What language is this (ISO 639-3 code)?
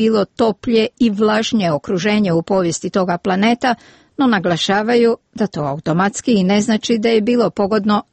hrv